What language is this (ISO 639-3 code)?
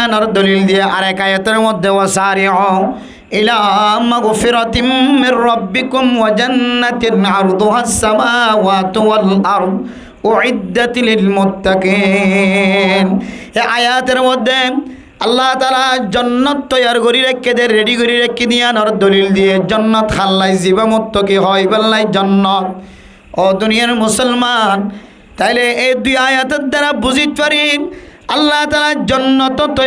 rhg